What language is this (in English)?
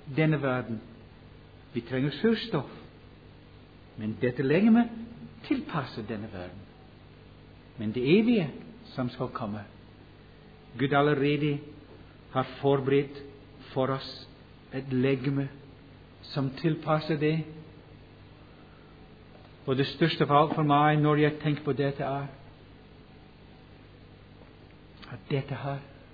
Norwegian